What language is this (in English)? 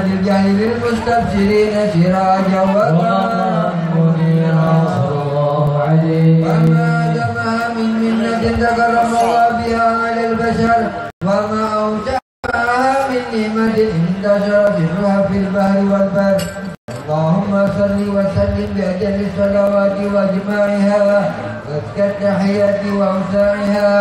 Arabic